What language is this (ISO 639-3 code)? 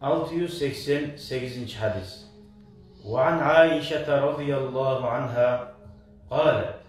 kum